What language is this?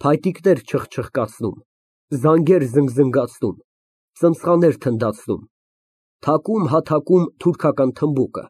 Armenian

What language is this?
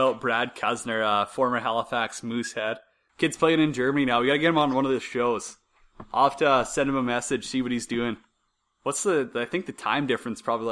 English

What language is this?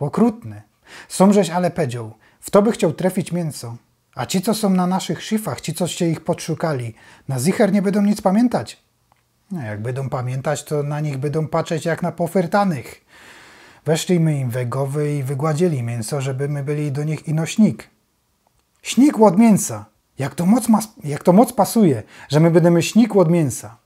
Silesian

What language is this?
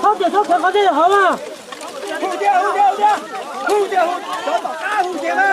Hmong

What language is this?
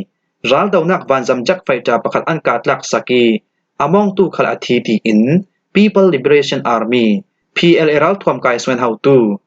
Falam Chin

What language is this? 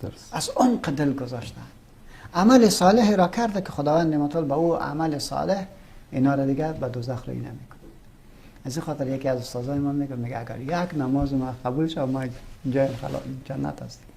Persian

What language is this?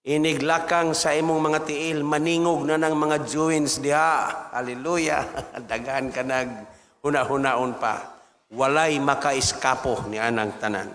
Cebuano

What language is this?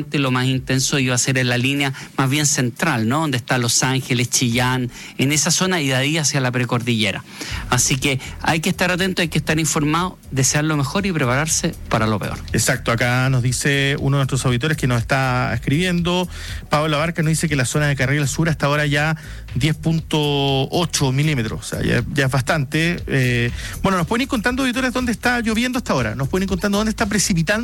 Spanish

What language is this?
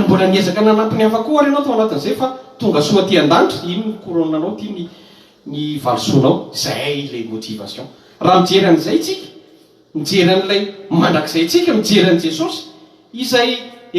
Malagasy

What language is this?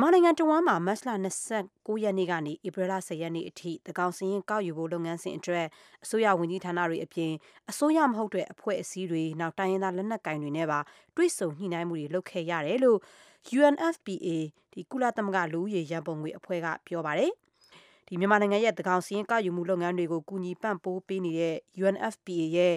Burmese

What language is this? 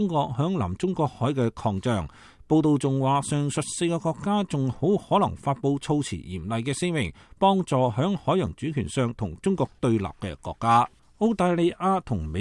Cantonese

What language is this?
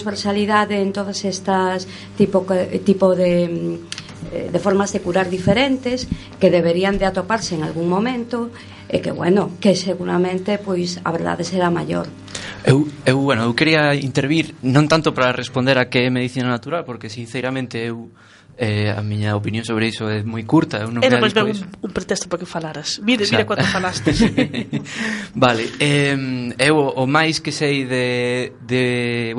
Galician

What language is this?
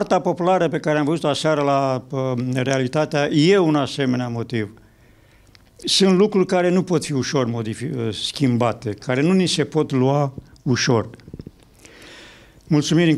Romanian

